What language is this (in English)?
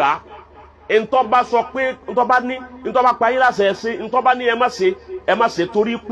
Yoruba